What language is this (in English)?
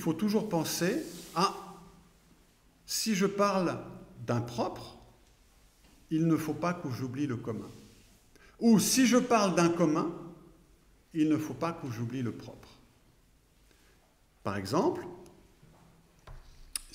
French